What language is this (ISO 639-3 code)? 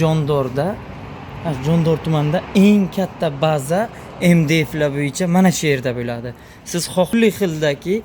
uzb